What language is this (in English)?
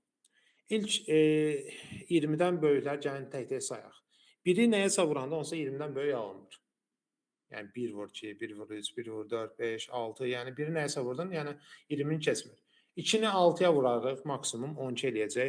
Azerbaijani